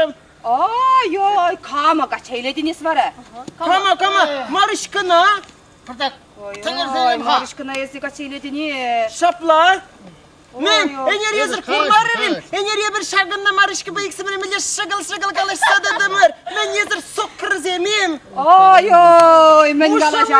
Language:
Chuvash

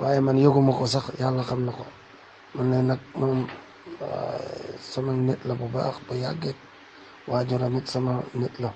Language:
Wolof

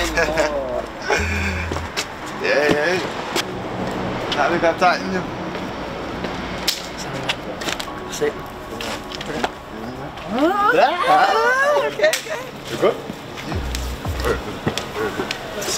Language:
Danish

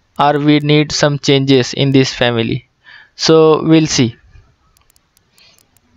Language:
English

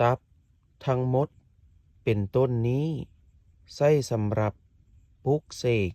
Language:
Lao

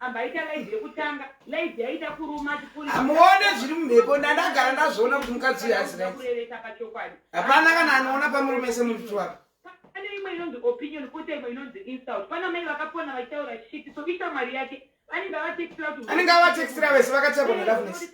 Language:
Shona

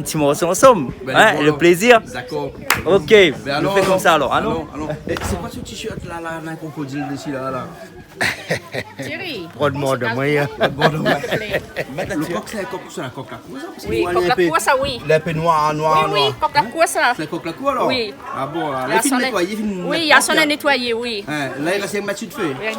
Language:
Réunion Creole French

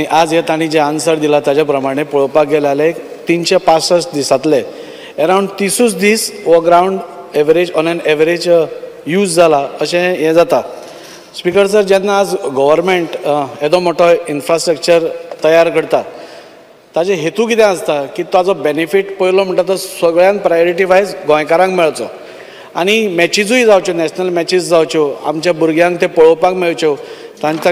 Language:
Konkani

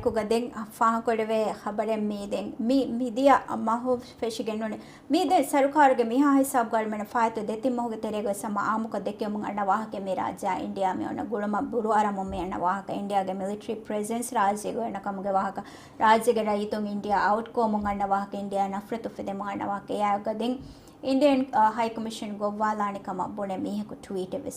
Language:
Divehi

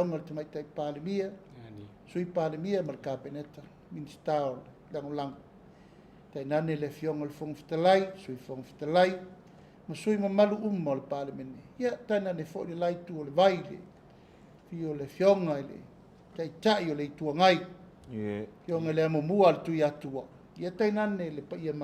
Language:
Samoan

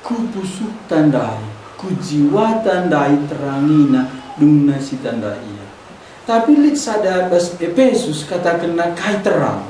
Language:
Batak Karo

